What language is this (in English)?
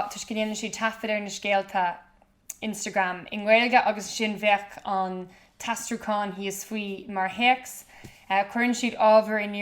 Irish